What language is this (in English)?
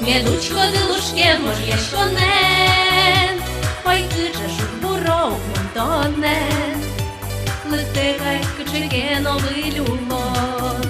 Udmurt